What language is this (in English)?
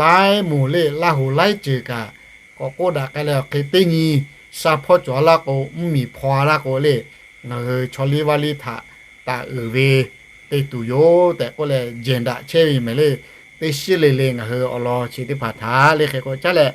Lahu